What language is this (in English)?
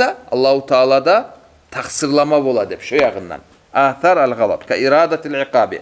Kumyk